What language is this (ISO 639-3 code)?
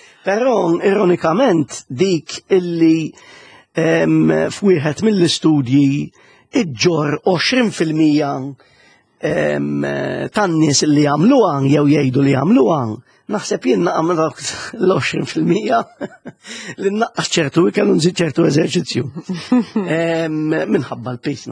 mlt